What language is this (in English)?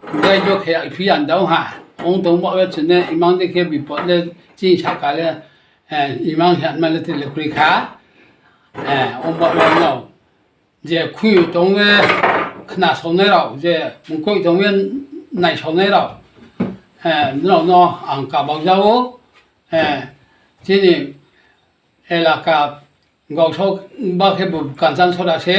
Riang (India)